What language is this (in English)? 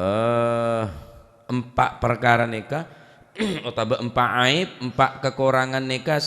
Madurese